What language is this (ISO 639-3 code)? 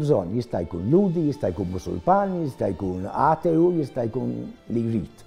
mlt